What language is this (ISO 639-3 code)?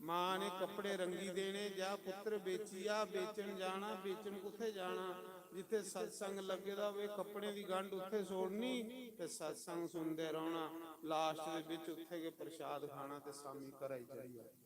doi